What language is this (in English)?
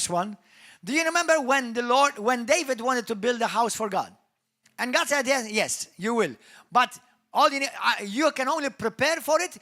English